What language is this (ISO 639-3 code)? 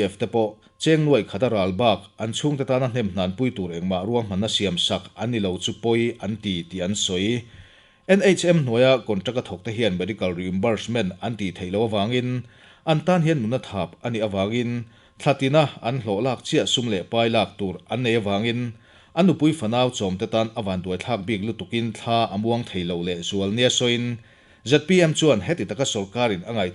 lus